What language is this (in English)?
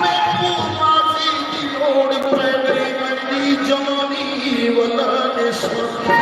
Saraiki